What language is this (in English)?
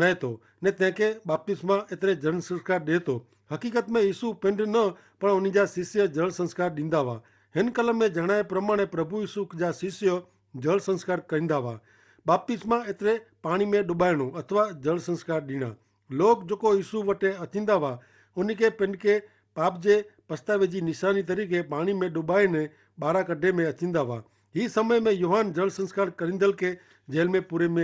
Kachhi